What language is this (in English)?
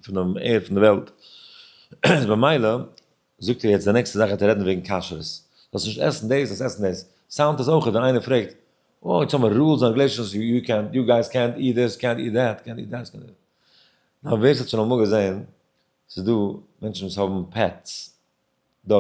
Yiddish